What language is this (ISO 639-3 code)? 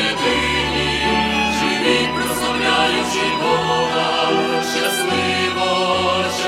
ukr